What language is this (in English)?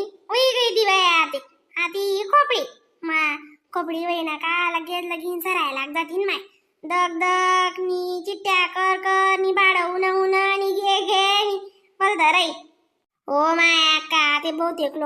Khandesi